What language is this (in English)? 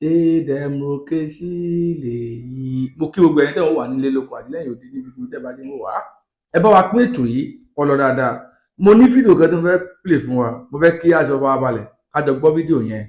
Yoruba